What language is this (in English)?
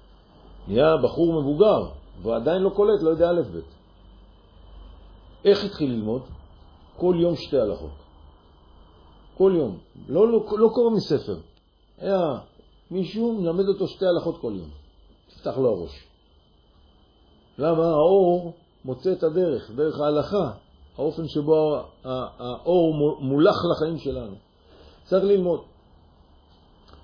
Hebrew